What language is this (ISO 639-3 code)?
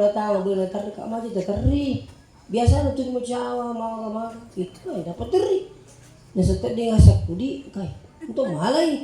bug